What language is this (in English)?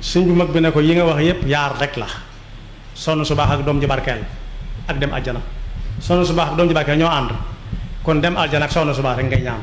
Wolof